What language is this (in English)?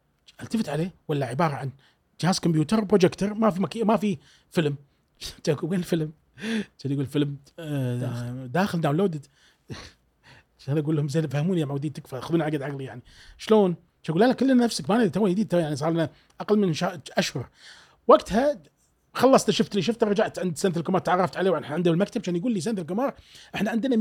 Gulf Arabic